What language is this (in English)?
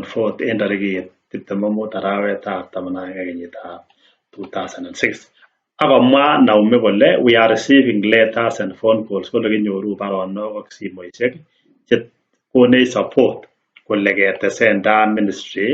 Kalenjin